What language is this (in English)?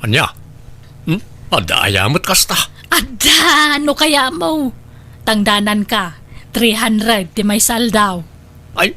Iloko